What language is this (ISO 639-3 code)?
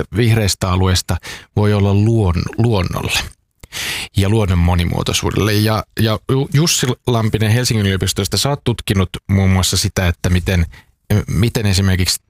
fin